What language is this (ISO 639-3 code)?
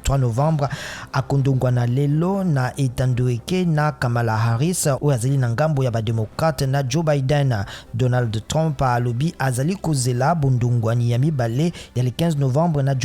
lin